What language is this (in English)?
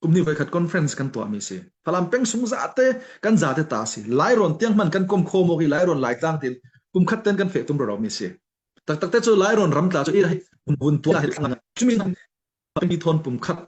Falam Chin